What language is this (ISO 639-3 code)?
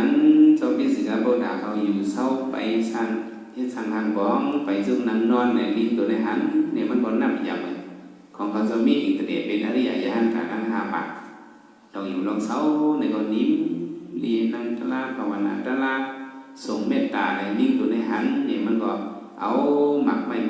shn